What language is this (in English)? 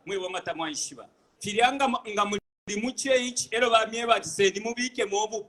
Bemba